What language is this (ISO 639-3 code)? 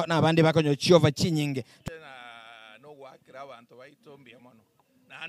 guz